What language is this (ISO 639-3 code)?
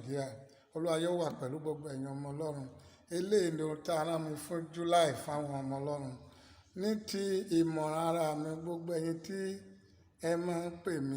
yor